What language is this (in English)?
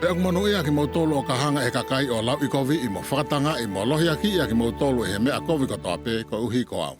Tongan